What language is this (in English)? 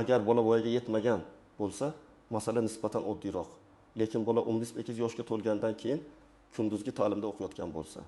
Uzbek